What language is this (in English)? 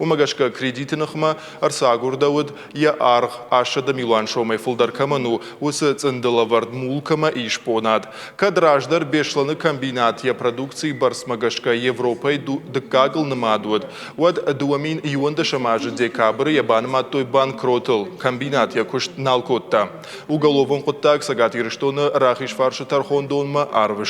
Ossetic